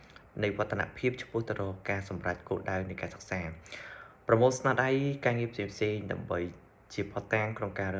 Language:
Khmer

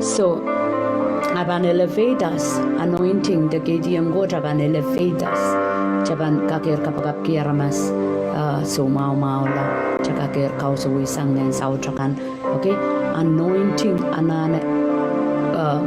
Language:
Pohnpeian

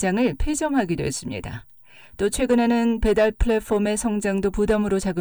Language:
Korean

